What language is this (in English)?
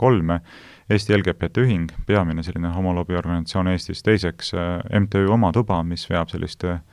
Estonian